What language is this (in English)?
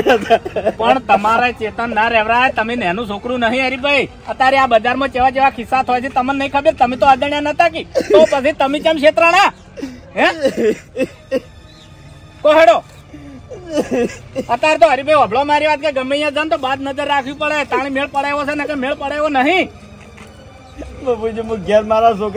Gujarati